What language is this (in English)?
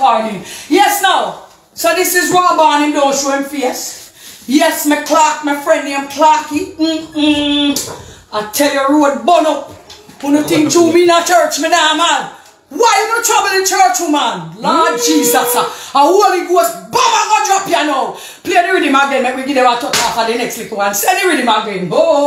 Jamaican Creole English